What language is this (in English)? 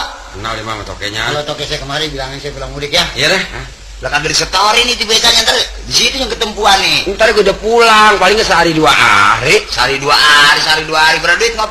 Betawi